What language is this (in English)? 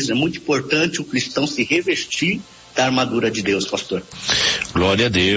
Portuguese